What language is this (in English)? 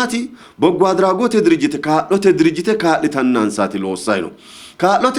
Sidamo